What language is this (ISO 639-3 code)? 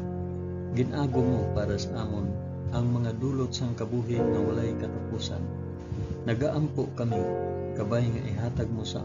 hil